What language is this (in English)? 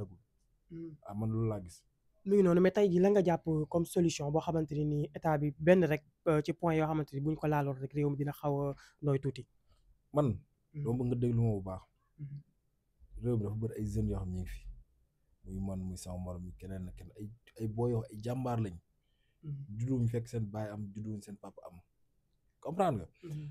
Wolof